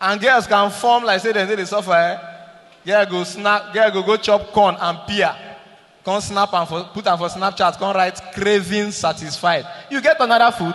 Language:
Nigerian Pidgin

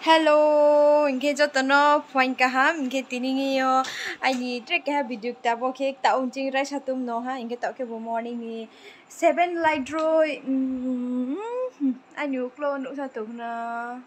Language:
Riang (India)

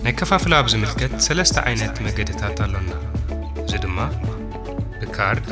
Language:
Tigrinya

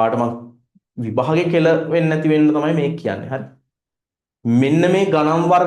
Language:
Sinhala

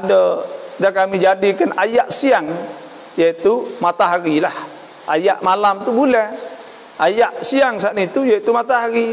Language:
Malay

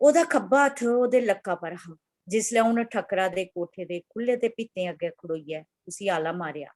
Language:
Dogri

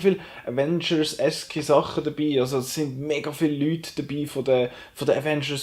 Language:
Swiss German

